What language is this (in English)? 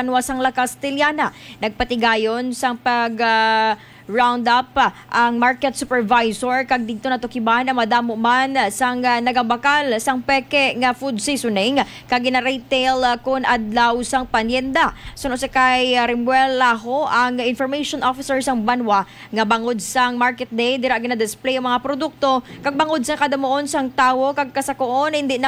Hiligaynon